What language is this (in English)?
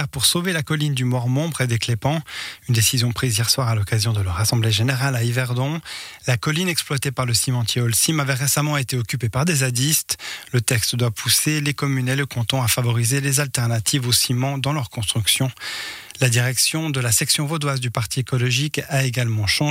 French